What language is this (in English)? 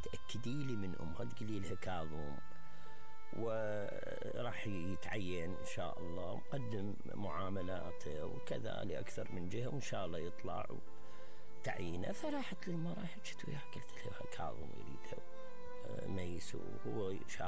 Mesopotamian Arabic